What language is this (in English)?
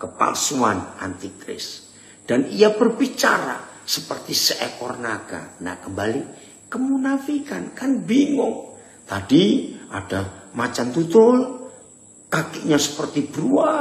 Indonesian